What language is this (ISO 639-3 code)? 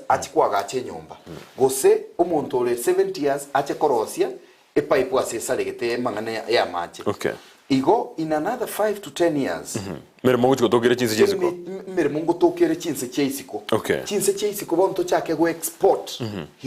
guz